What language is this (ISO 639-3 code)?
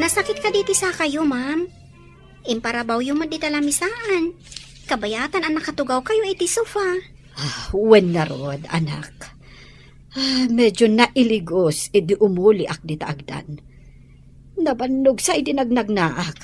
ilo